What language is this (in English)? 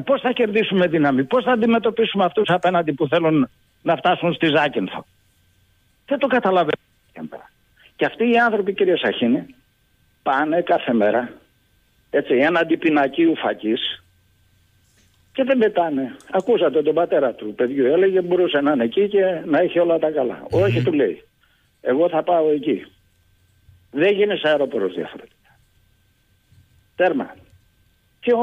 Greek